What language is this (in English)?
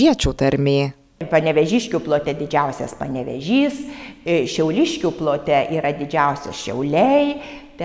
Lithuanian